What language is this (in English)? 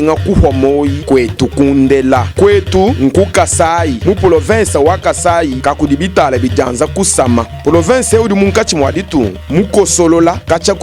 Luba-Lulua